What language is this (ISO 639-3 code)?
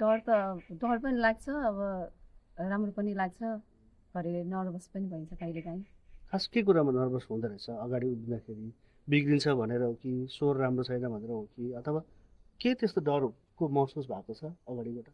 nep